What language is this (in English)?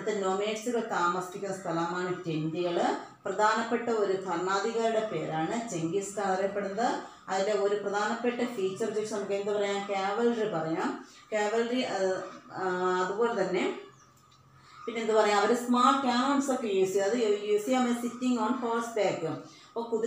Malayalam